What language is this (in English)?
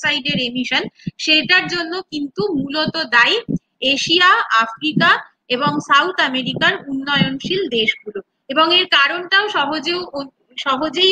Bangla